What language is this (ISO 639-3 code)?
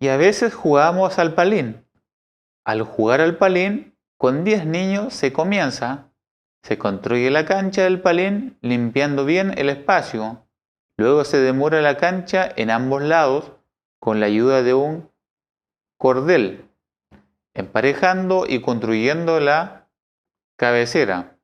arn